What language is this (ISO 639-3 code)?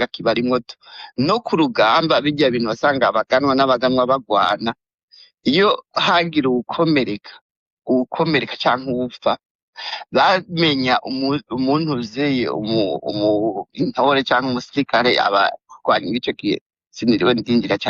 run